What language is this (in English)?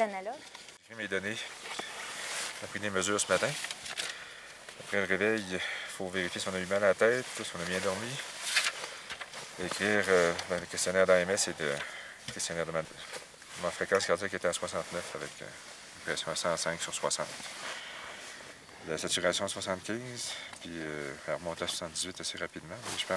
French